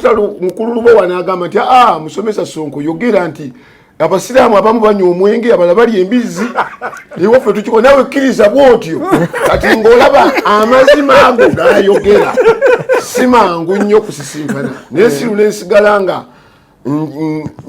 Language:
Ganda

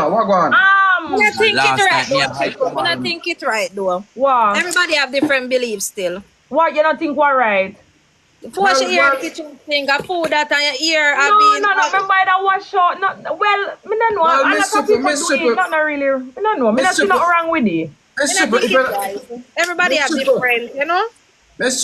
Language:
Jamaican Creole English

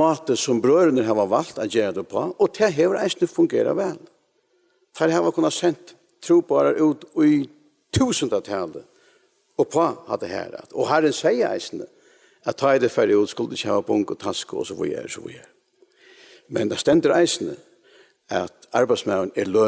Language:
Faroese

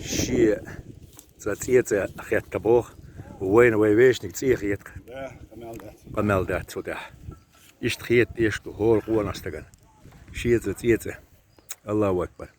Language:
Chechen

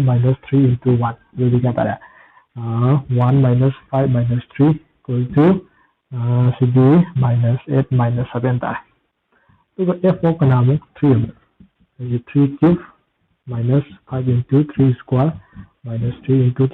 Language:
Manipuri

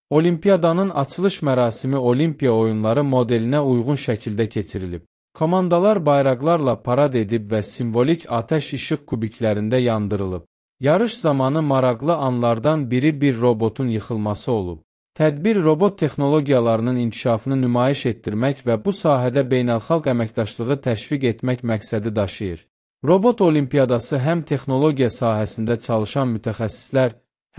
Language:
Azerbaijani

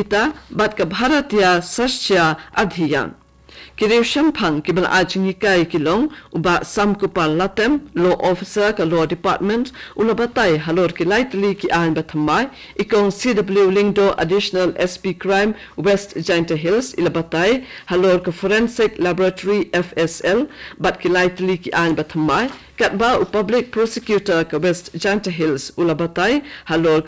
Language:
Khasi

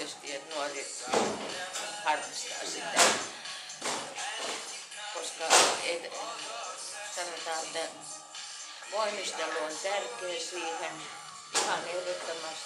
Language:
Finnish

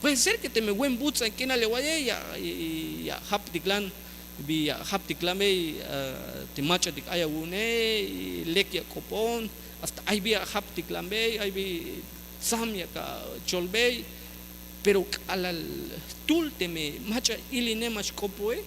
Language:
Tzeltal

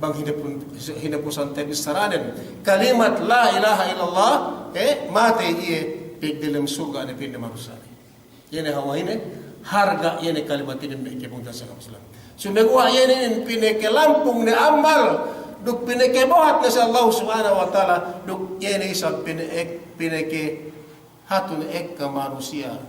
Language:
Yakan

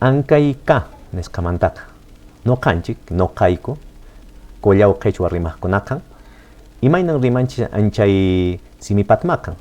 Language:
Quechua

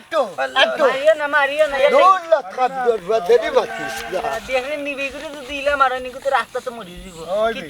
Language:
Sylheti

